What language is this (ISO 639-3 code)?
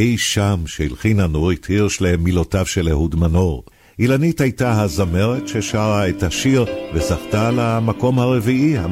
heb